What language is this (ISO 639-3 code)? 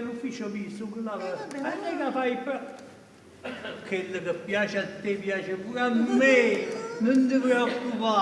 nap